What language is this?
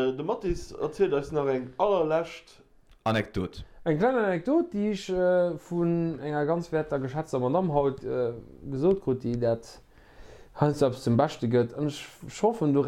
Luxembourgish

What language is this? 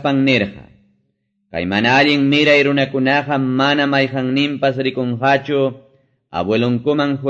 Quechua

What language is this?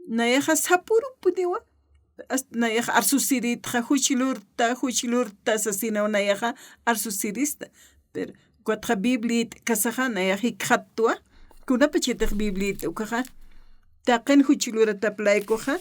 Aymara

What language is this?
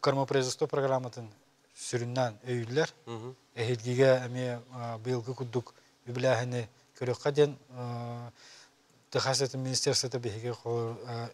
Yakut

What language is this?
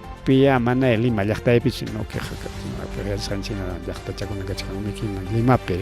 Ayacucho Quechua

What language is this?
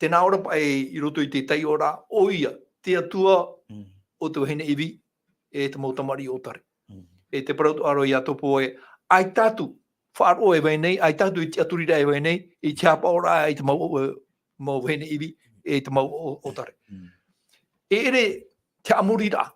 Tahitian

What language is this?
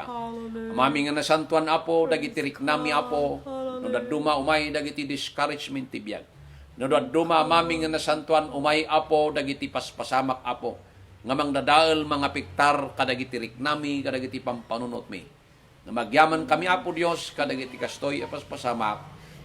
Iloko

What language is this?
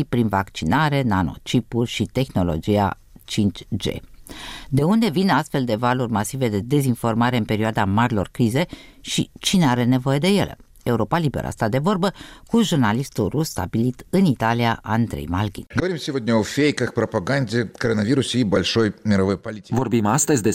Romanian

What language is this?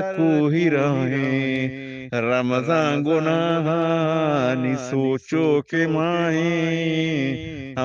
Eastern Balochi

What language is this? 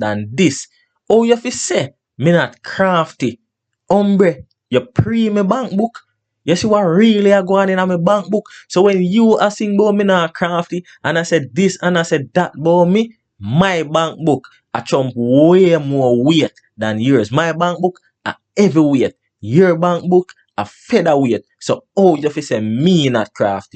Jamaican Creole English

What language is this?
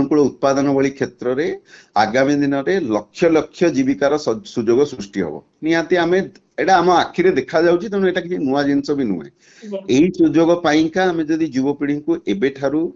Odia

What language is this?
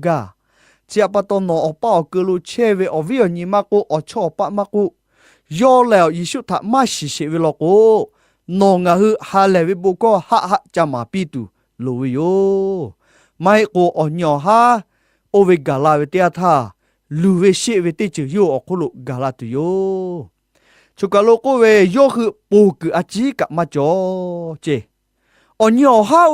Lahu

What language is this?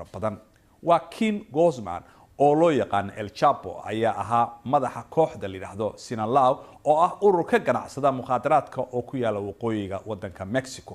Somali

